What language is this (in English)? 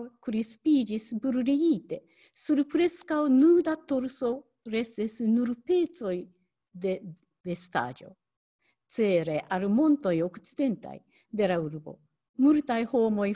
Esperanto